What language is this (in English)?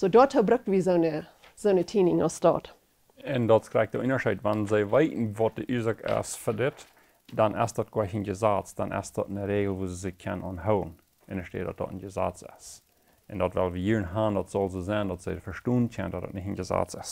Plautdietsch